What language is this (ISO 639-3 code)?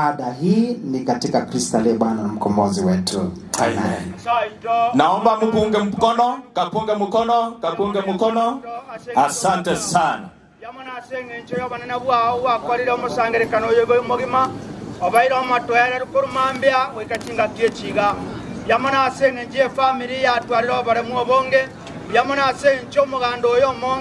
guz